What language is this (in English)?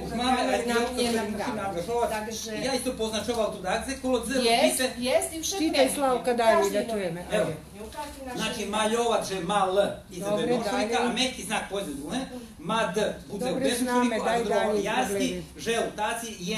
Rusyn